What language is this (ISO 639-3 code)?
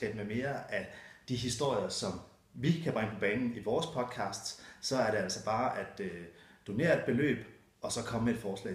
dan